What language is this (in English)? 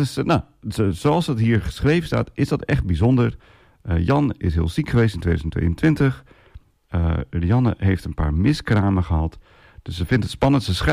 Dutch